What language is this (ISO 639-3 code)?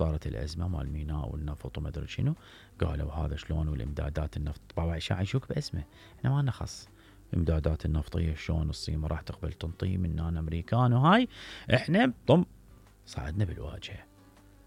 acm